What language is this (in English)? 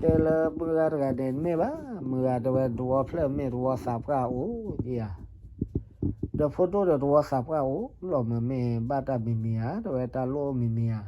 S'gaw Karen